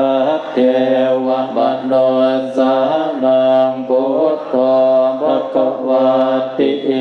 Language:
Pali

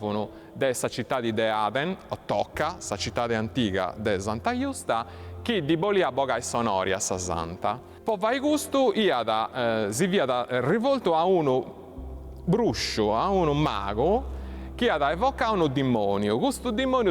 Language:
Sardinian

